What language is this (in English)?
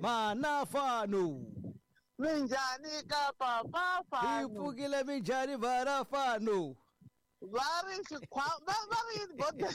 Tsonga